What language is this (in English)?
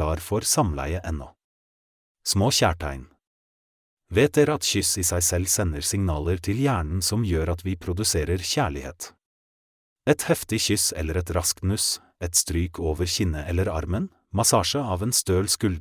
Norwegian